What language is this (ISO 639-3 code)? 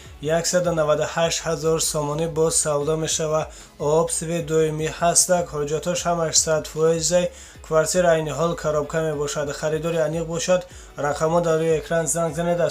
tgk